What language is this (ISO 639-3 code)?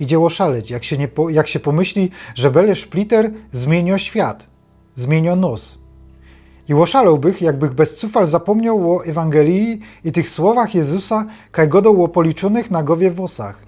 szl